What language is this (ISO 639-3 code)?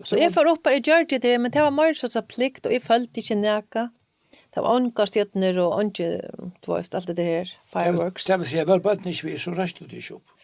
fao